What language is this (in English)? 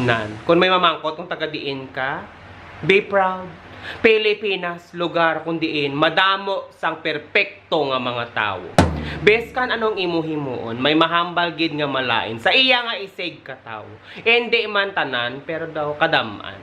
Hiligaynon